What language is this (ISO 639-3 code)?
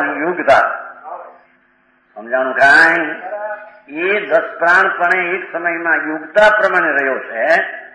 guj